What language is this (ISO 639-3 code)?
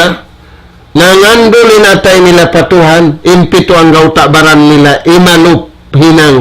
tsg